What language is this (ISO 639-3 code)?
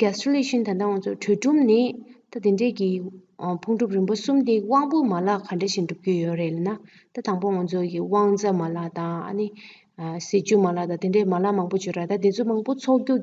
bod